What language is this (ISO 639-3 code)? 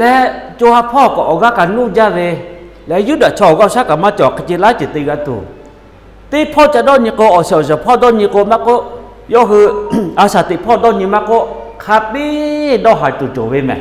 lhu